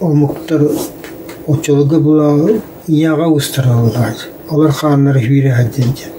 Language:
Yakut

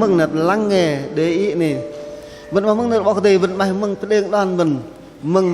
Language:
Bahnar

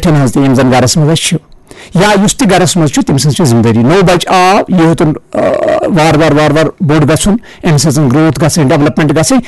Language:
Kashmiri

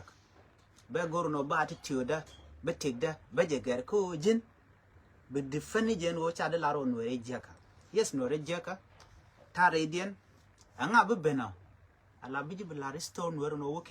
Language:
Nuer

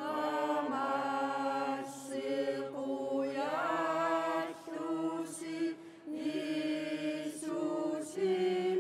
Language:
Kalaallisut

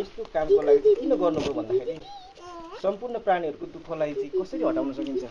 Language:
Nepali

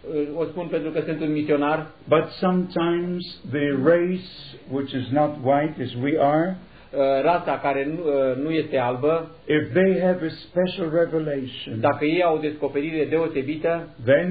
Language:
Romanian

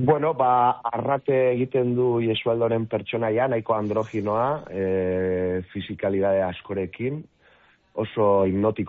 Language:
Basque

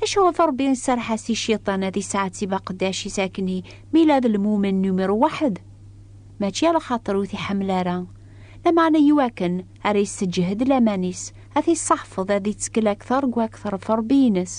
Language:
Kabyle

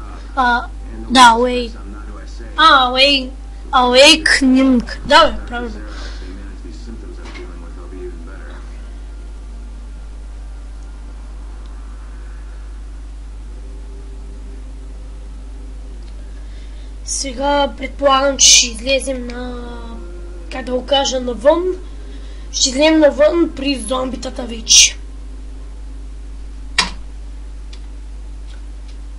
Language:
Bulgarian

